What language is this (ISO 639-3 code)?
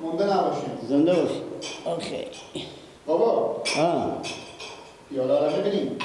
fas